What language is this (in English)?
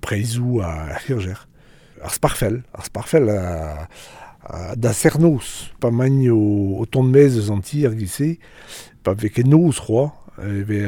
Breton